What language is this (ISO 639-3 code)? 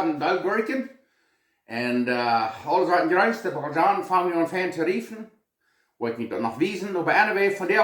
pdt